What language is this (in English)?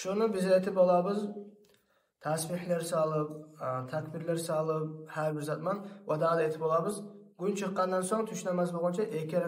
Kumyk